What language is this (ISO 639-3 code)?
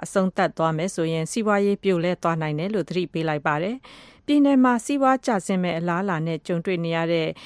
mya